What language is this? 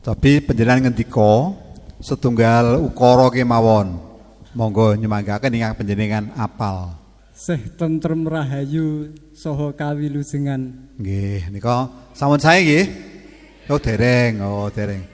Javanese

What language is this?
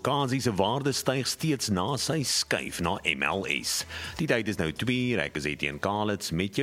Afrikaans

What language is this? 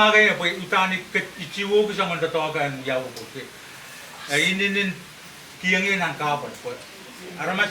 Pohnpeian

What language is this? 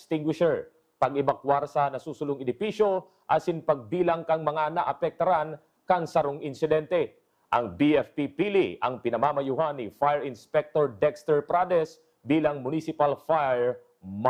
Bikol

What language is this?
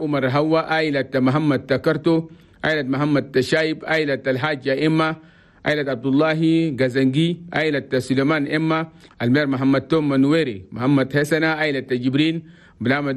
Chadian Arabic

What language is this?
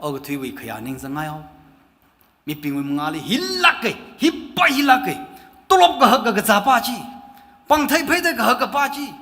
Tangkhul Naga (India)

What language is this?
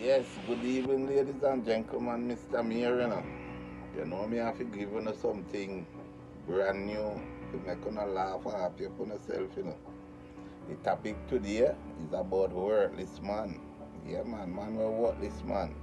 Jamaican Creole English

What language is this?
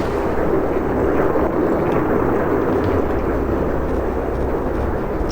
Bavarian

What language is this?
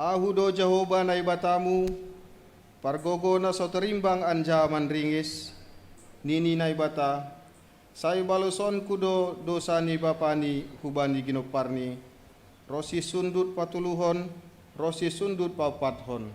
Batak Simalungun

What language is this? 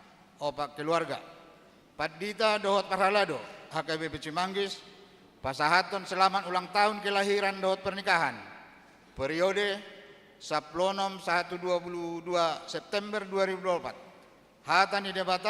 Batak Toba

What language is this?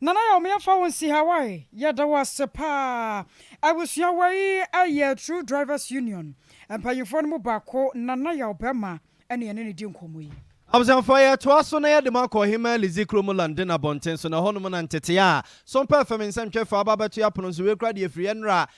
Akan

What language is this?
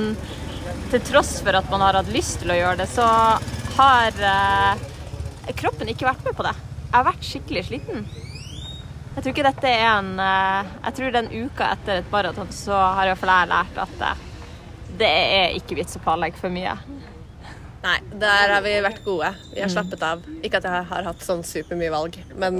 Norwegian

